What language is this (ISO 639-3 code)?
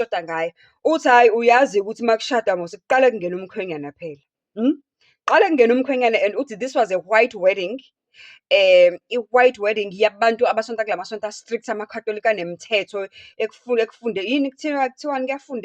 zul